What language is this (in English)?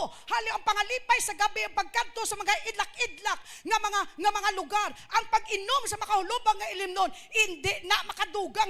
Hiligaynon